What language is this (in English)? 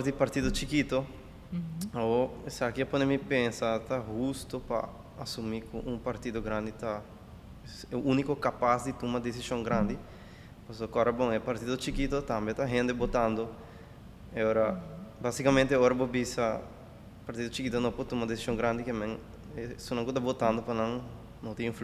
Papiamento